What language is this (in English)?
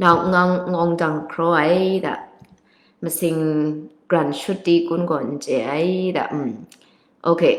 Kachin